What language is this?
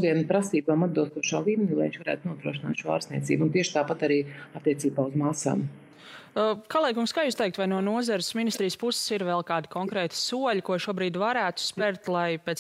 Latvian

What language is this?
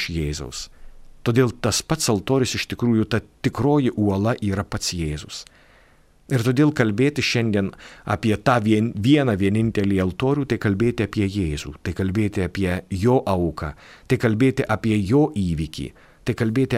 Lithuanian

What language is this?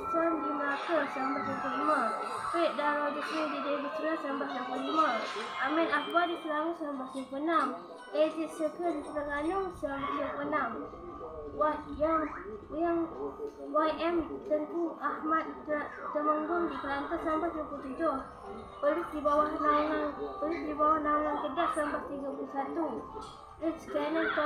Malay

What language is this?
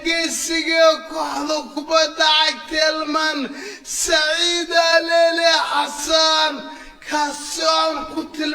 Somali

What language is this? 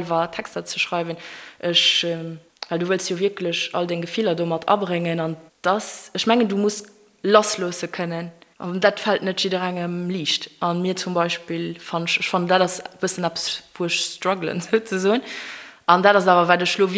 Luxembourgish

